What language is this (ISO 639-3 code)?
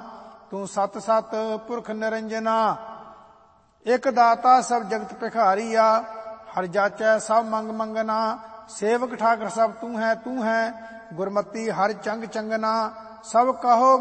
pan